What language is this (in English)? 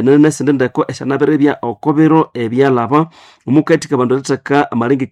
Nande